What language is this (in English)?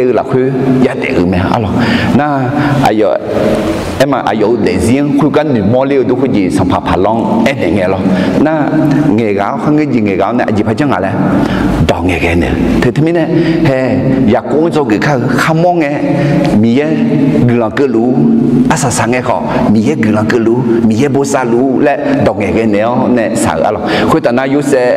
Akha